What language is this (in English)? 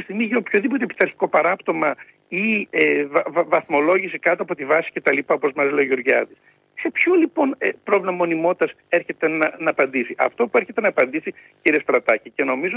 Greek